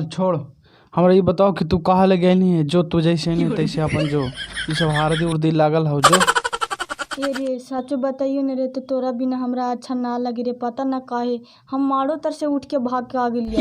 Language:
Magahi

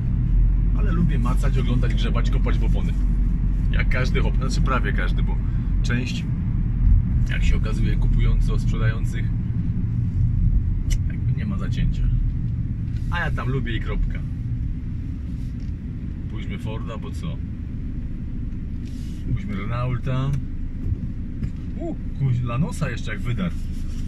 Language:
Polish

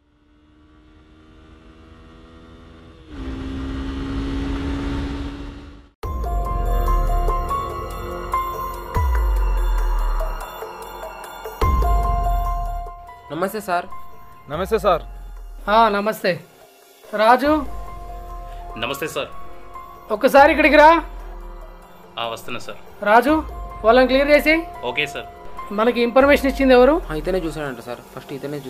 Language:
Telugu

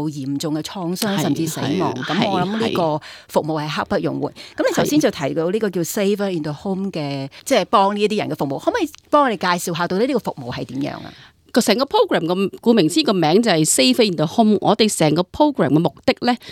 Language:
Cantonese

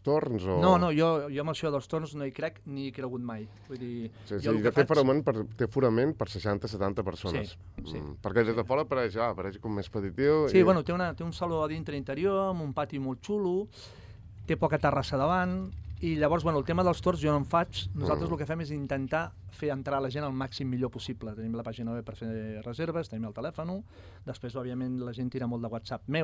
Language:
Catalan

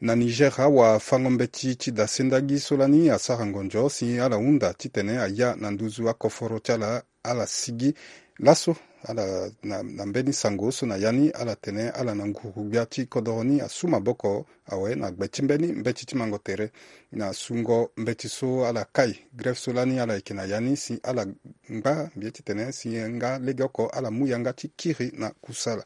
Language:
Sango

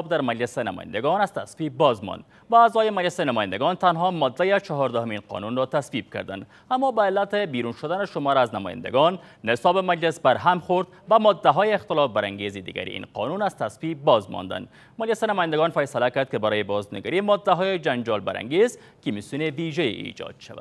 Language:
Persian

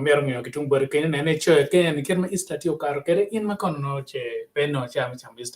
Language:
Acoli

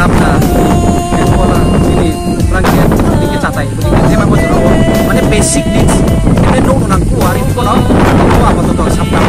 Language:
Riang (India)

